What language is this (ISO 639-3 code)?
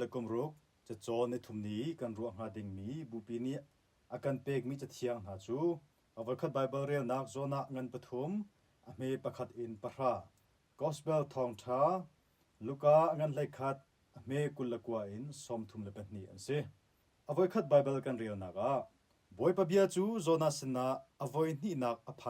cnh